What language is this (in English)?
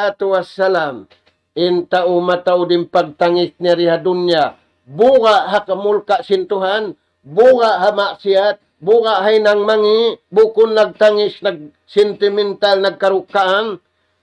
Tausug